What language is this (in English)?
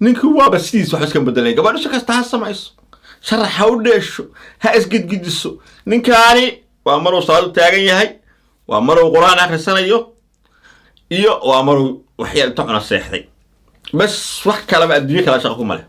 Somali